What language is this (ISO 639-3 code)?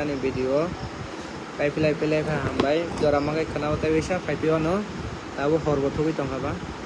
trp